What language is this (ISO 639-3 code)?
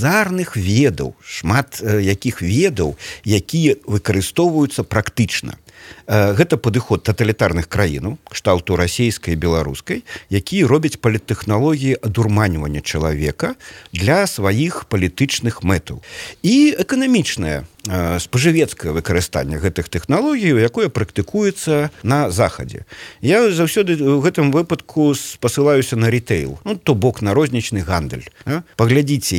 bel